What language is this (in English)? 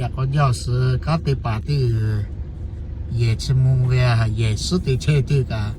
Lahu